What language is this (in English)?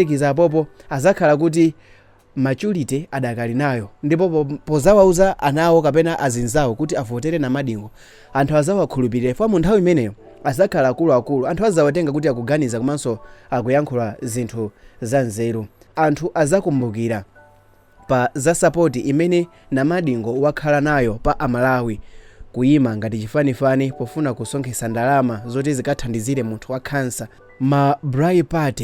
Nyanja